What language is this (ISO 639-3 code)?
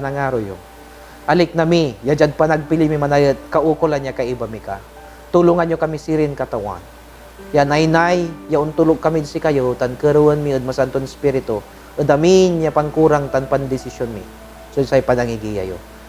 pag